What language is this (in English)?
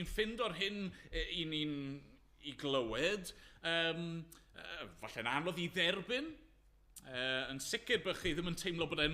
Welsh